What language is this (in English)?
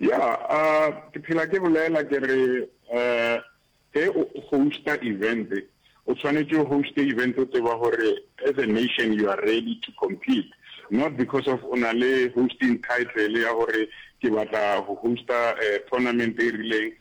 Northern Sotho